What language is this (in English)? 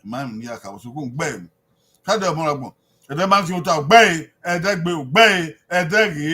Bini